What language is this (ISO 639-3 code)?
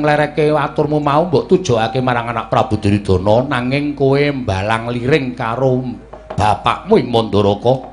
jav